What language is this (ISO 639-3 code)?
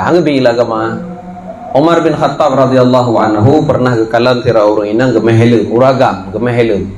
ace